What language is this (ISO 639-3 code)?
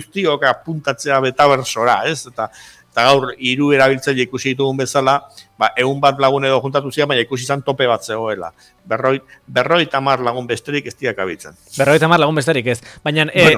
eus